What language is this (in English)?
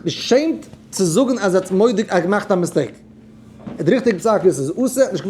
Yiddish